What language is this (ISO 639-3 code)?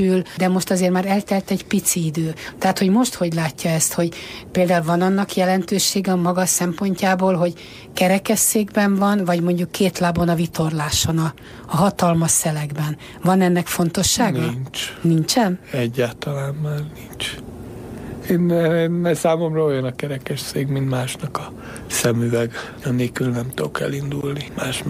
hun